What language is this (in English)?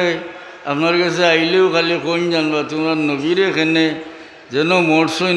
Sylheti